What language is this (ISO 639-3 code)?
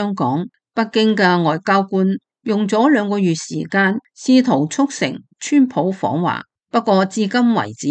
yue